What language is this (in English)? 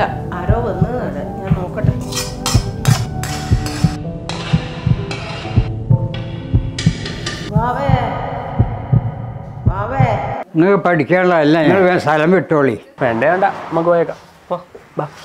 Malayalam